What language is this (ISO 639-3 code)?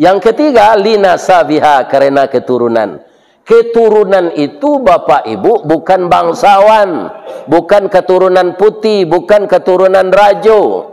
min